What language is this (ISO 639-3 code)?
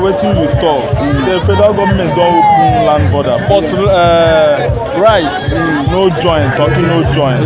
pcm